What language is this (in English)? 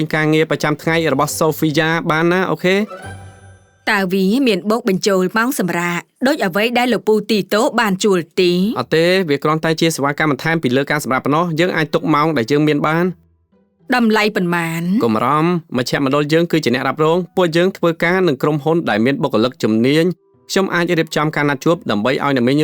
Khmer